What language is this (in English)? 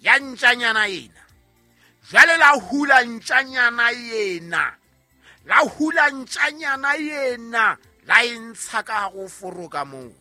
Southern Sotho